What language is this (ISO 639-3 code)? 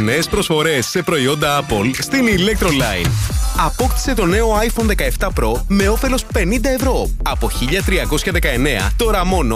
ell